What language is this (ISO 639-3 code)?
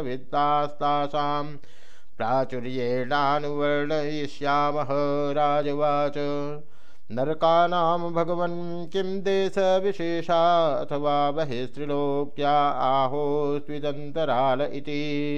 san